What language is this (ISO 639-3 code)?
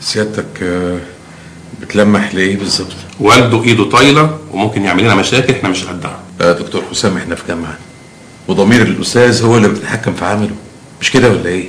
arz